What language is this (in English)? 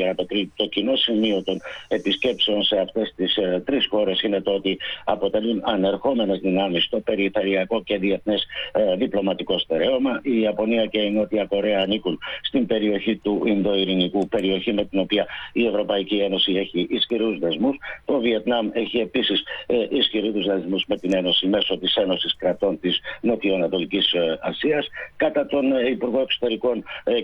Greek